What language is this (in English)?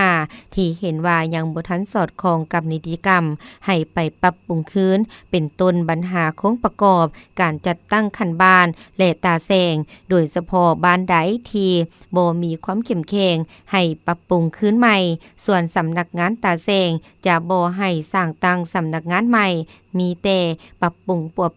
Lao